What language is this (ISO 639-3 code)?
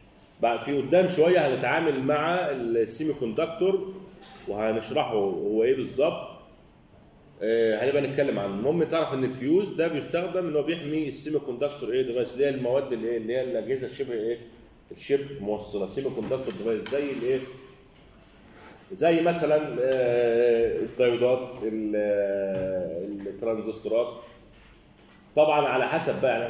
arz